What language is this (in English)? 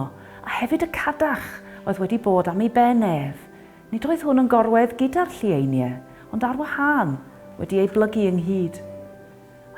Welsh